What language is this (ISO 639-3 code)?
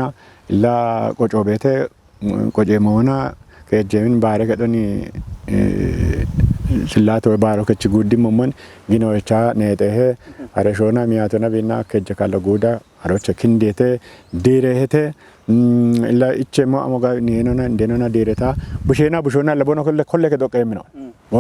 kbr